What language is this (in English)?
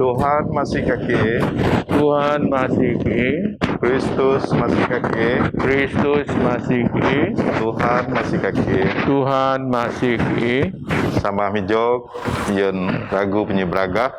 Biatah Bidayuh